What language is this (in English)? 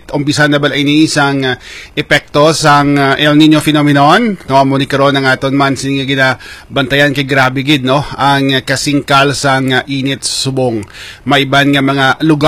Hiligaynon